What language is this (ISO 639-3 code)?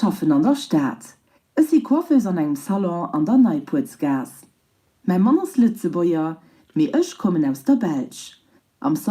ltz